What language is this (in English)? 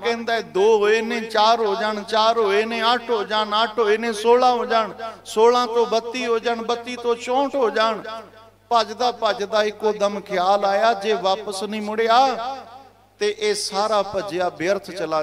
Punjabi